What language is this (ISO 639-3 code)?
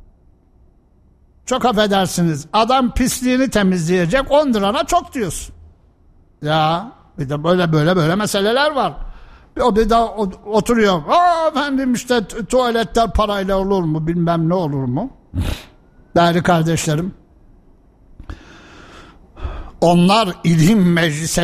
tur